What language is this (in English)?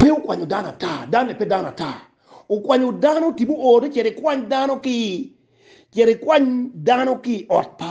Acoli